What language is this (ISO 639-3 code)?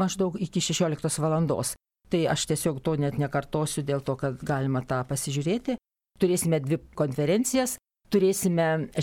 lit